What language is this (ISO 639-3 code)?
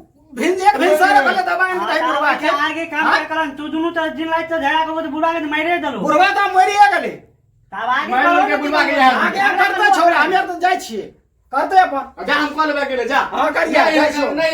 mai